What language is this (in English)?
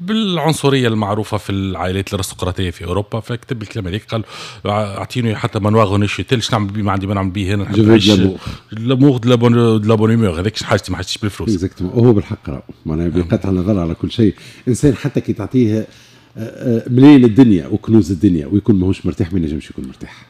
Tunisian Arabic